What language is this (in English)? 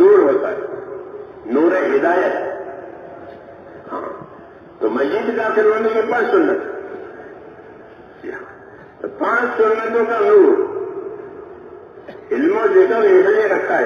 Urdu